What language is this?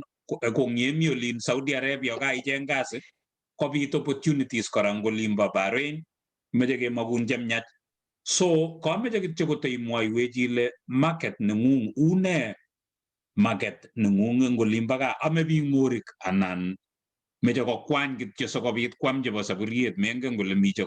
Kalenjin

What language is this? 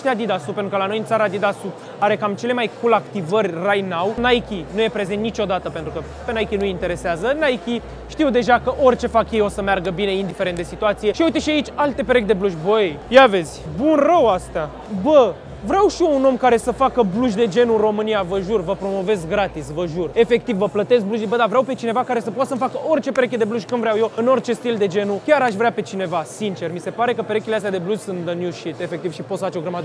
Romanian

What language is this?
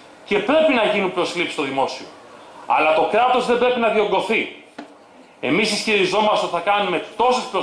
Greek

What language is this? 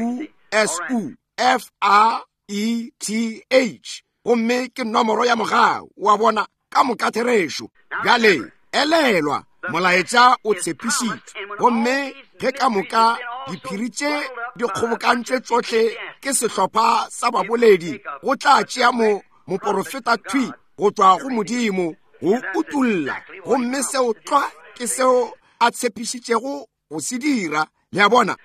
Northern Sotho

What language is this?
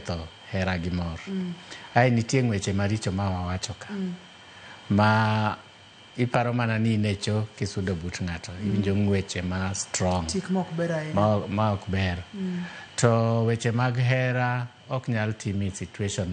Luo (Kenya and Tanzania)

